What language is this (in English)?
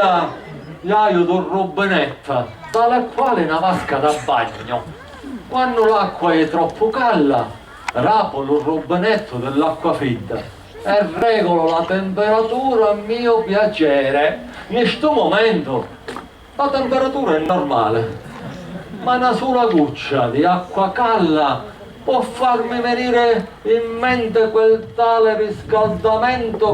Sicilian